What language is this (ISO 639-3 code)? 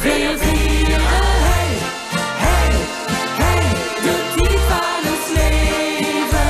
lim